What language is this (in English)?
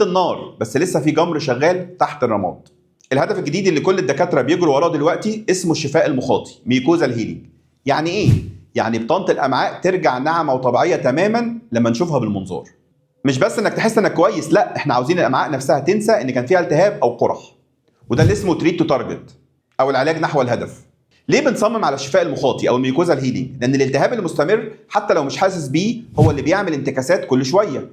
Egyptian Arabic